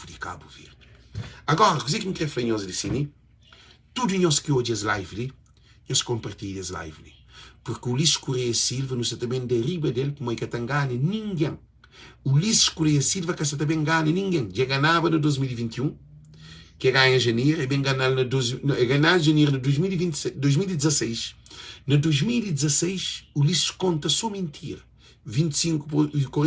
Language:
Kabuverdianu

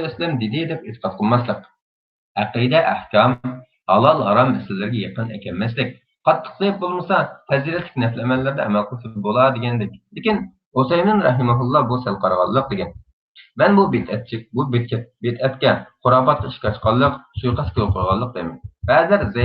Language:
Uyghur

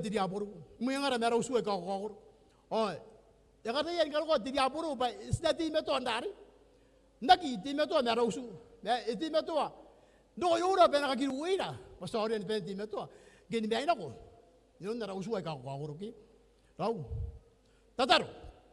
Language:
Gilbertese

